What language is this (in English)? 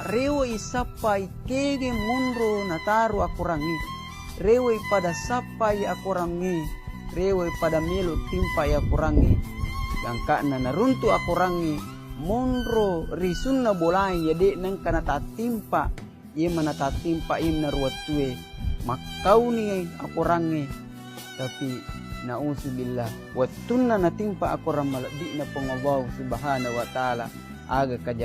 Buginese